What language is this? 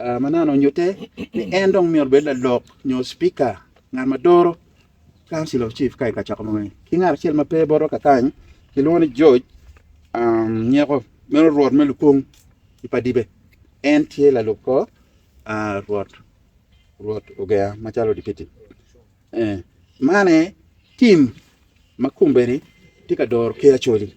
Acoli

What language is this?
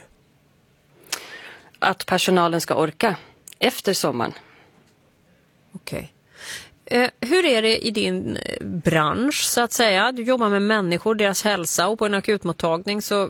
Swedish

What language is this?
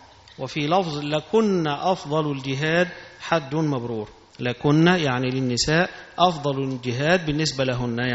Arabic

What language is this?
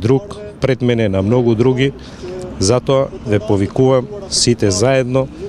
Macedonian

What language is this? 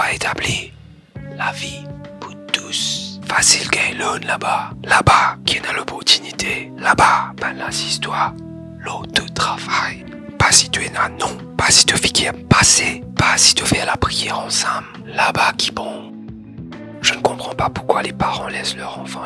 Morisyen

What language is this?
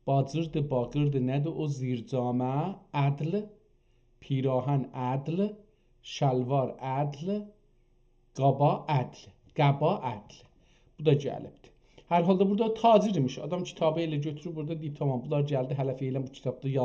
South Azerbaijani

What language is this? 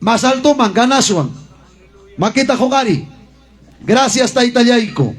Ayacucho Quechua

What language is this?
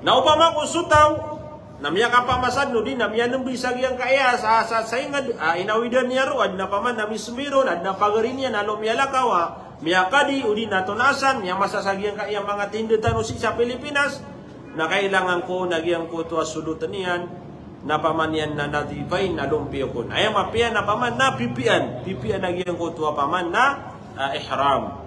Maranao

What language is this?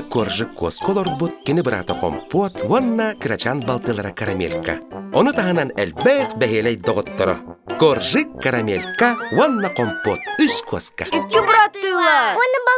Yakut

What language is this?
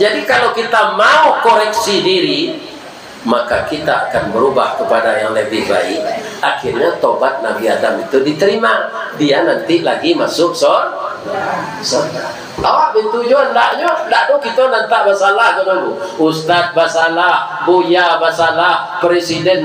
Minangkabau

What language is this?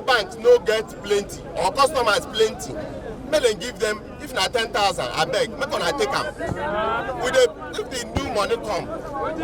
Nigerian Pidgin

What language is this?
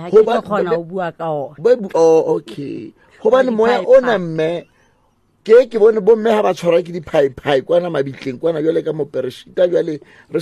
Southern Sotho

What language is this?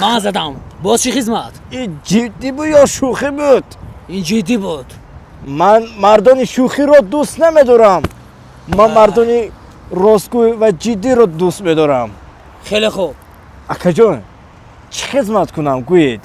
Tajik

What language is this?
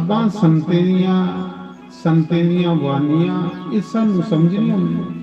Dogri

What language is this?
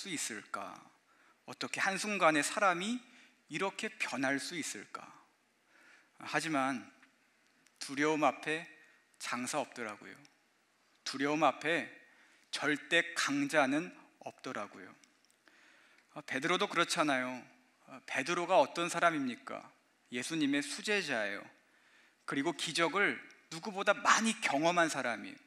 Korean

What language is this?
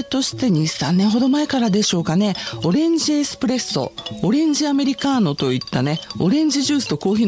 Japanese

